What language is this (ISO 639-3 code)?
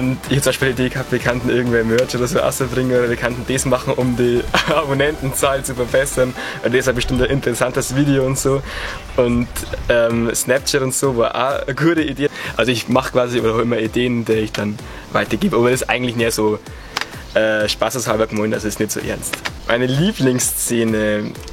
bar